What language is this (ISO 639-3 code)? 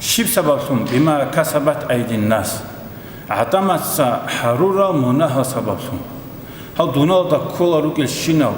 ava